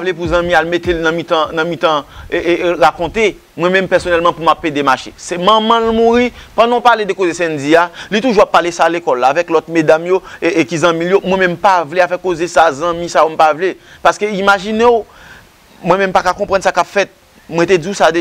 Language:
Haitian Creole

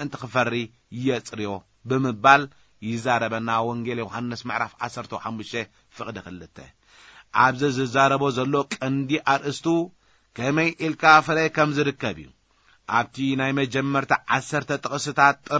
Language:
Tigrinya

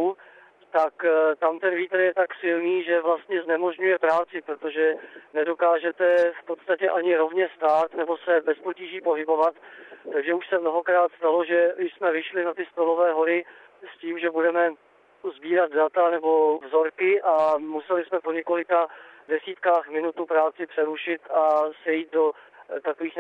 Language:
Czech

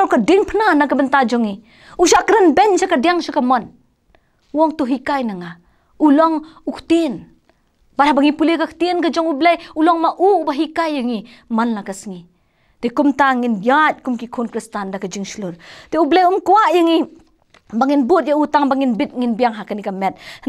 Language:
Khasi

